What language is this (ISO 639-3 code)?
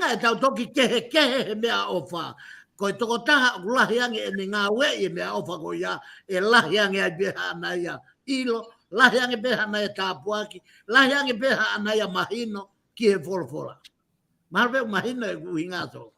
ton